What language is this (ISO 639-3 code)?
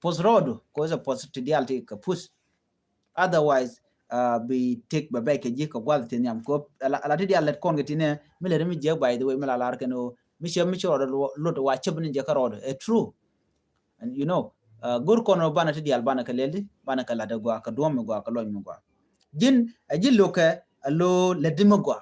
nus